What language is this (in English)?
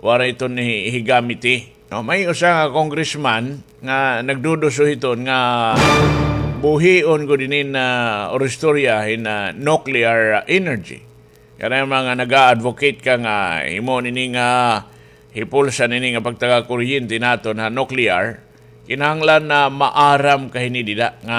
Waray